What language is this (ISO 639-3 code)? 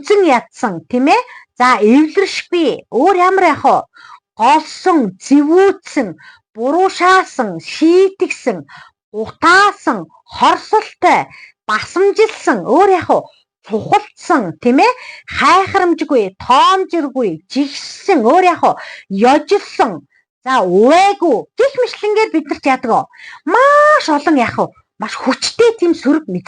mon